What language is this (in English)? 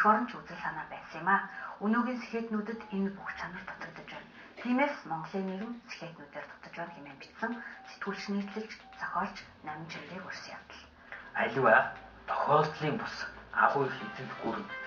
Mongolian